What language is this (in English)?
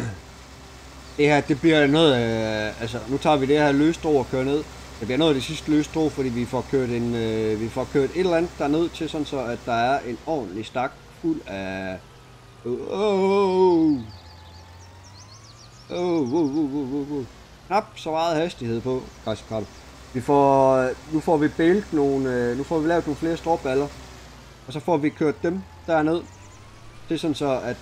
Danish